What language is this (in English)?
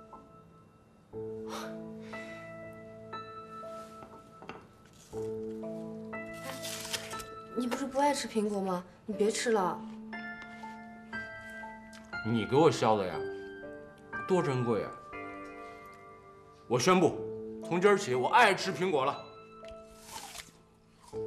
Chinese